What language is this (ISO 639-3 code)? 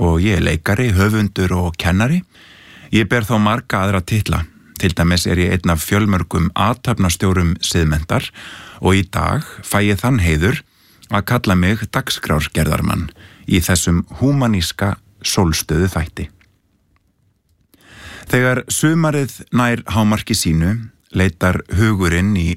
isl